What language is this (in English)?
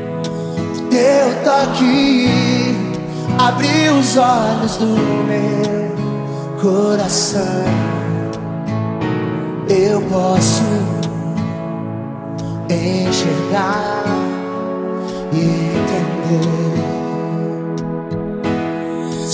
Portuguese